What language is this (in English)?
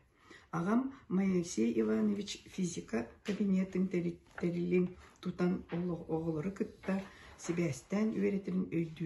Yakut